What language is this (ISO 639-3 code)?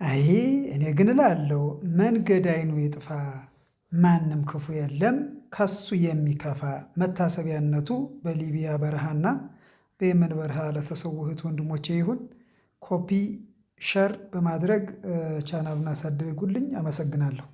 amh